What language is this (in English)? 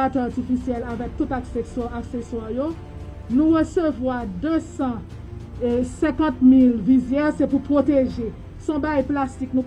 Haitian Creole